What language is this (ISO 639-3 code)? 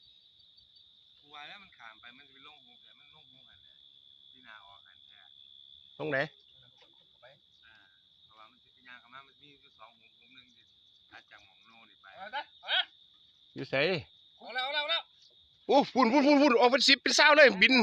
tts